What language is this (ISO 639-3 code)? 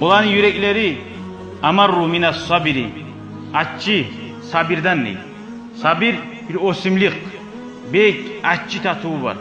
kum